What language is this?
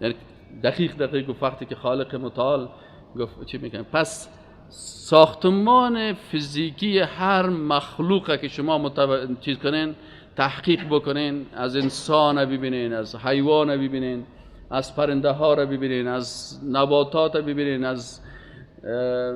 Persian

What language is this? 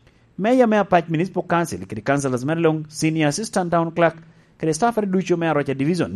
Lango (Uganda)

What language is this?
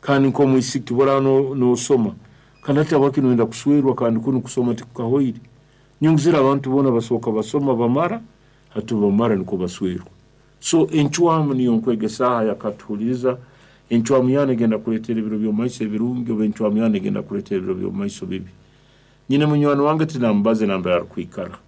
Nyoro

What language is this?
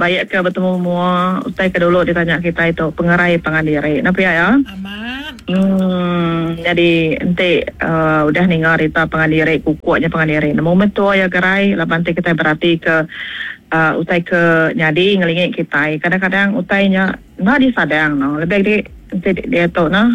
Iban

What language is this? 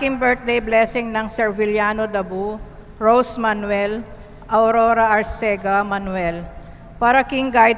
Pampanga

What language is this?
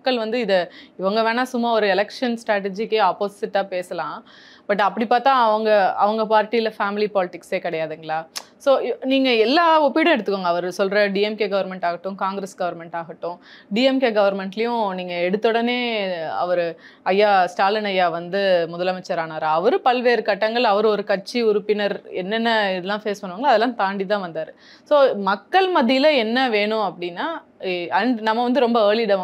Tamil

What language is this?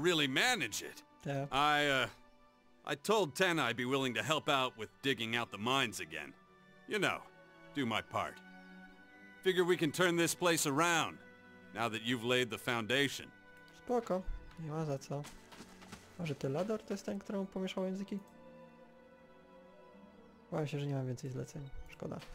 Polish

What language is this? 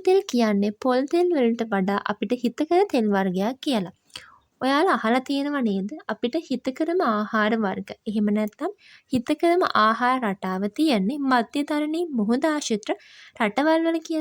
Sinhala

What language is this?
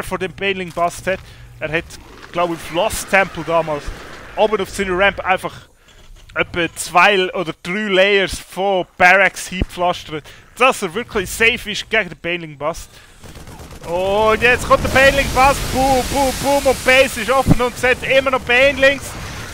Swiss German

